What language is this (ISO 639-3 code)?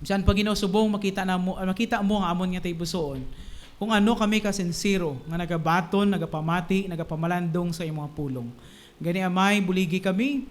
hil